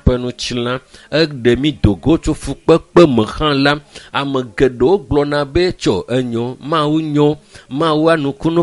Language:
Ewe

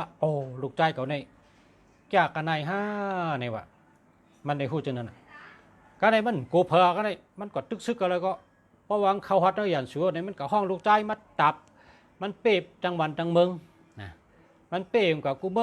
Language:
Shan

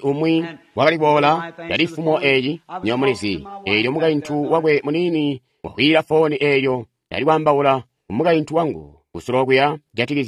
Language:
Tonga (Zambia)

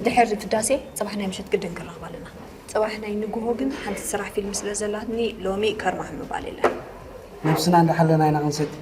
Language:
Tigrinya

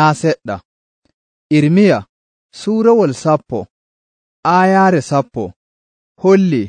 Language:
Nigerian Fulfulde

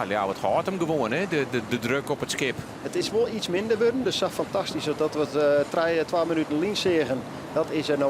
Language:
Western Frisian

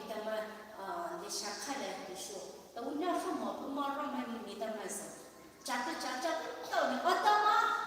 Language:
Poumei Naga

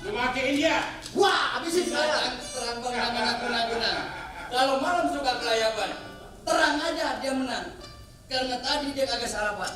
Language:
Betawi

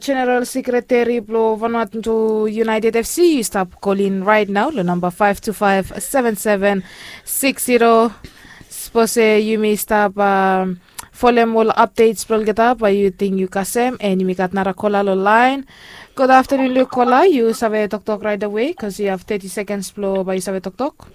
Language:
Bislama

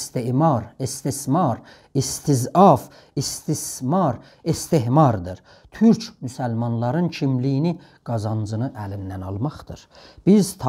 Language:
South Azerbaijani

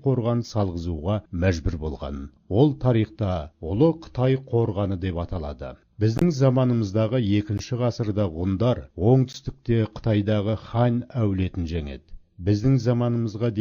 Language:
Kazakh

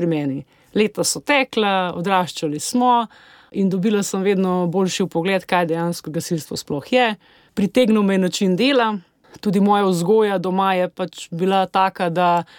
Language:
Slovenian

